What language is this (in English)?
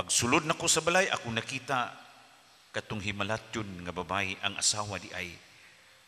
Cebuano